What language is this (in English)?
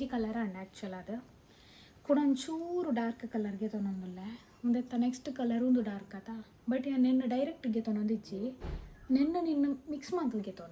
Tulu